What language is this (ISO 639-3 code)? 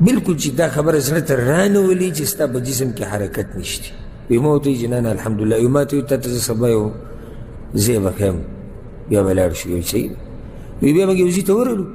pus